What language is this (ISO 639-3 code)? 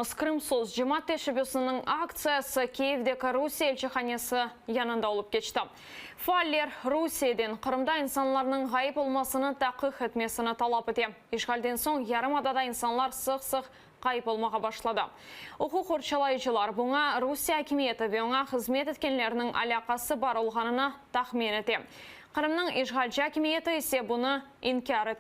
crh